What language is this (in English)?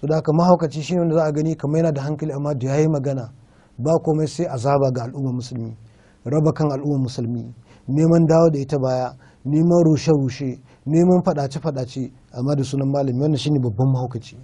Hausa